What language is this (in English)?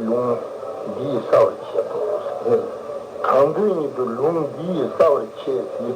Tibetan